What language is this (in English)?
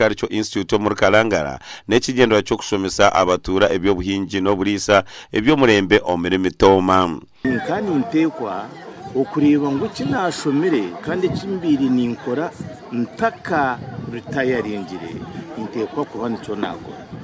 Nyankole